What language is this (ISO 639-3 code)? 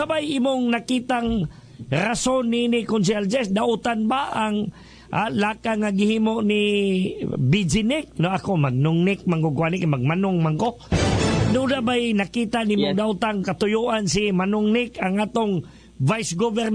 ceb